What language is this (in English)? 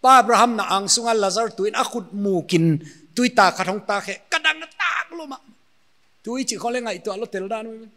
Paite Chin